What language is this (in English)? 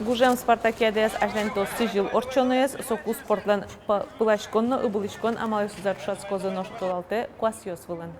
Udmurt